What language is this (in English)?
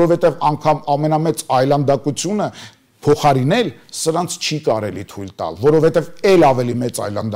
Armenian